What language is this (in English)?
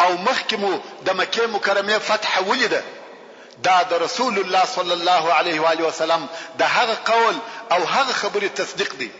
Pashto